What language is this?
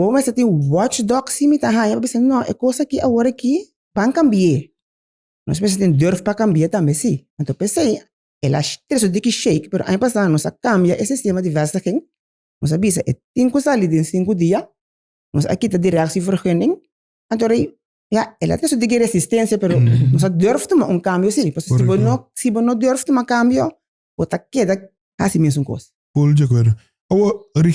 Papiamento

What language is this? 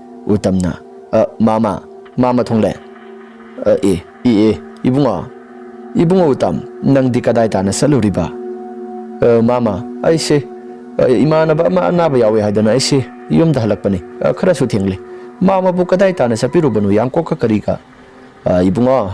Manipuri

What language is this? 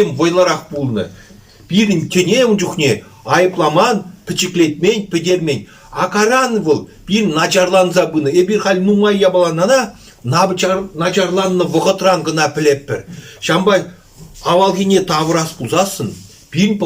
Chuvash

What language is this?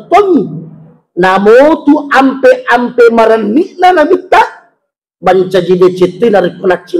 Buginese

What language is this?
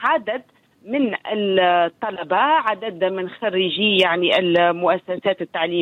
Tunisian Arabic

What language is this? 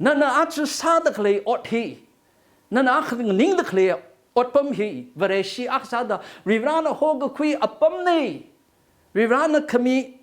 Tangkhul Naga (India)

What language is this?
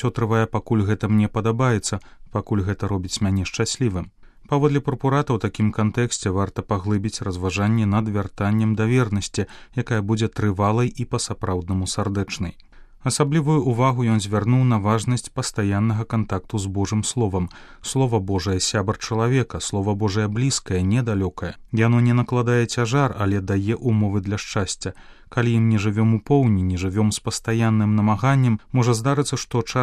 Belarusian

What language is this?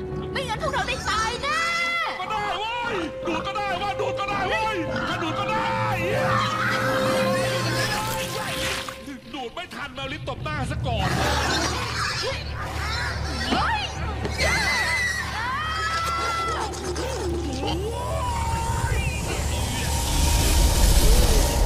Thai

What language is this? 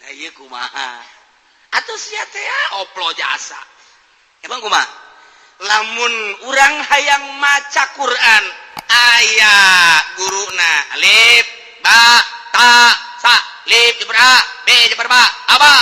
Sundanese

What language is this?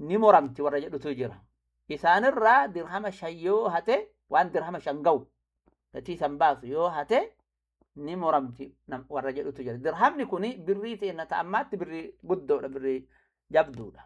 Oromo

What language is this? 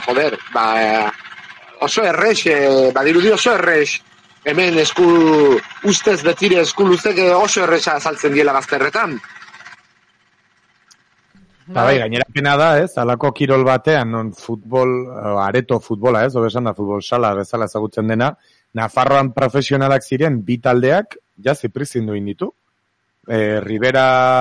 Basque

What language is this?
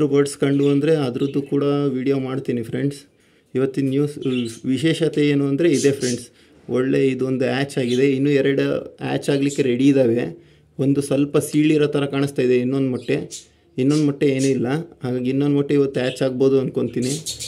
Kannada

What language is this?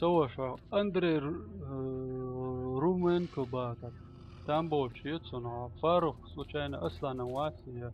Chechen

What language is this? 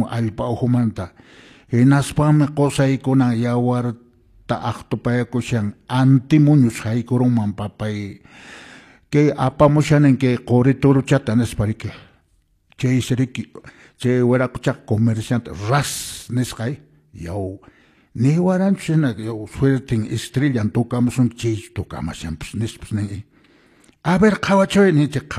Quechua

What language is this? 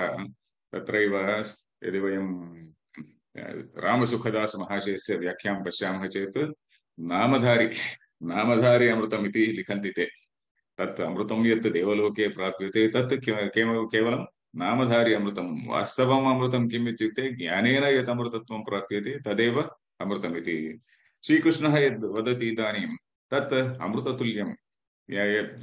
Sanskrit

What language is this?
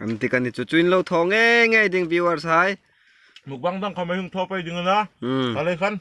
Hmar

